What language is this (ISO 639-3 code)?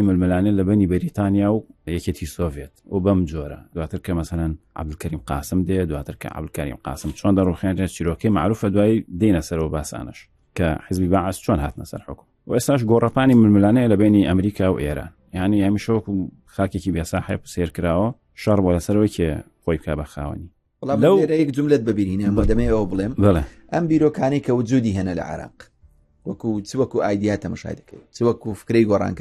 ckb